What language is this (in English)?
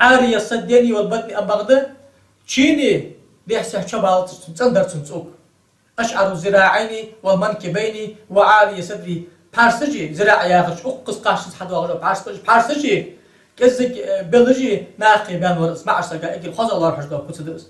Ingush